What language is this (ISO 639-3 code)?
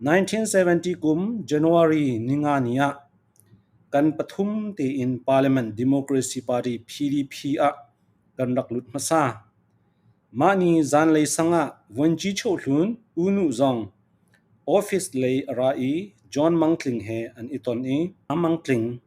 cfm